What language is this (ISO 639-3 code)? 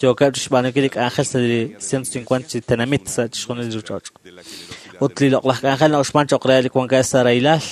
kek